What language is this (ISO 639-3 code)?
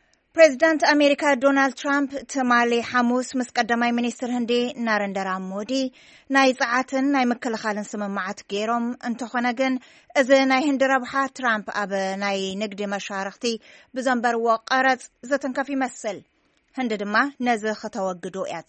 tir